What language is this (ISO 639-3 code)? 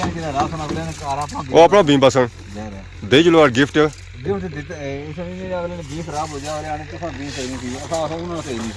phr